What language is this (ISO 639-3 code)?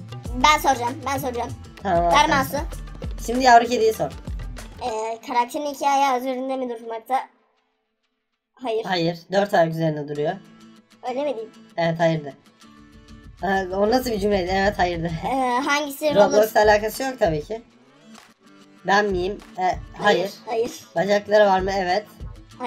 tur